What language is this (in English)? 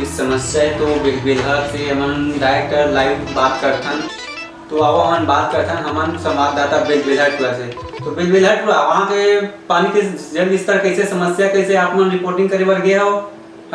Chhattisgarhi